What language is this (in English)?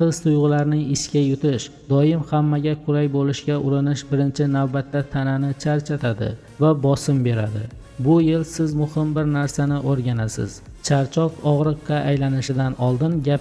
Uzbek